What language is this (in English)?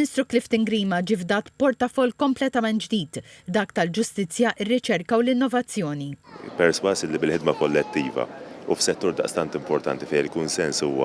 Maltese